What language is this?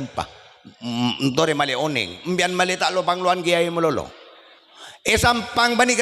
Madurese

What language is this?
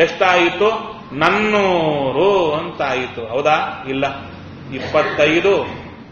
Kannada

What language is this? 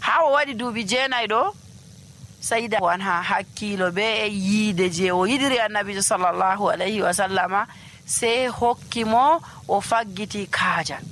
Nigerian Fulfulde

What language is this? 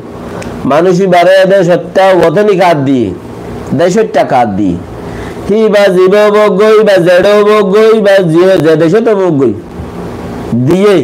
Rohingya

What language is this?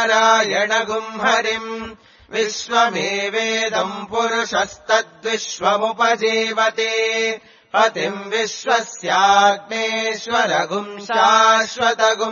Sanskrit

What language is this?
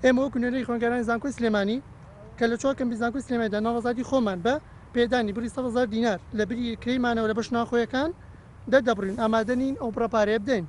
Central Kurdish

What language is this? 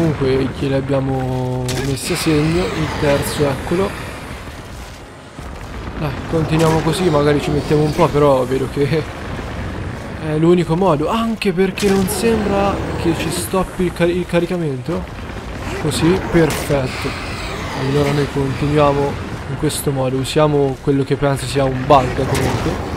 Italian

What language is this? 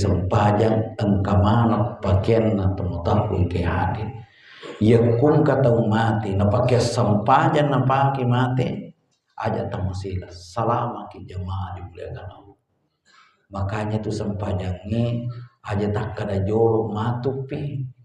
Buginese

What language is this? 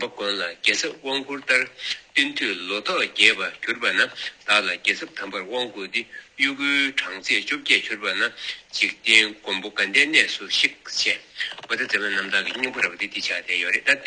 Tibetan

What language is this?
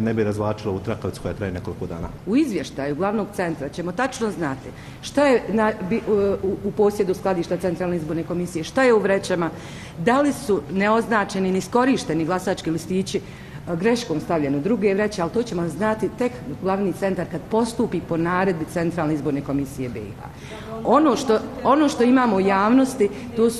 Bosnian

